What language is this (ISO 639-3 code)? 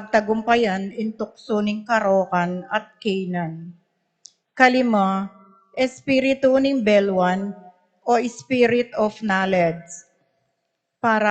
pam